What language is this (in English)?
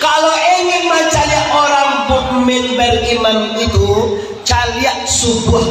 Minangkabau